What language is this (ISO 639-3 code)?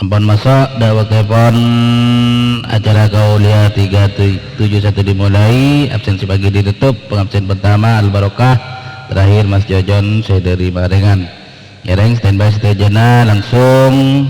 mad